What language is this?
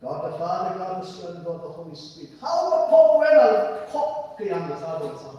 Tangkhul Naga (India)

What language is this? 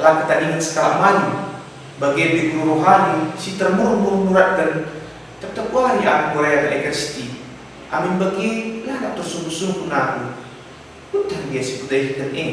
Batak Karo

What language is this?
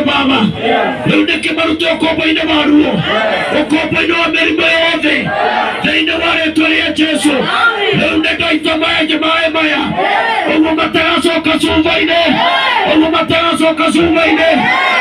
Kikuyu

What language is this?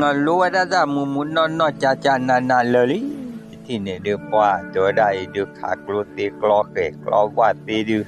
S'gaw Karen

